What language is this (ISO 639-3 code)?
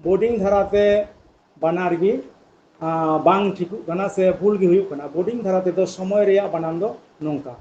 sat